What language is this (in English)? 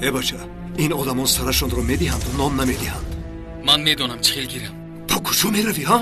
Tajik